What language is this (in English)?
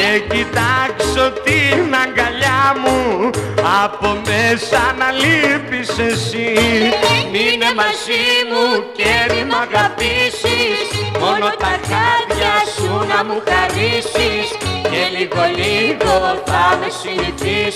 Greek